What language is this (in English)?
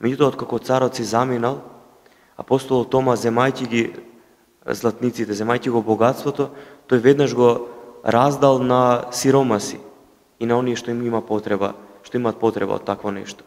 Macedonian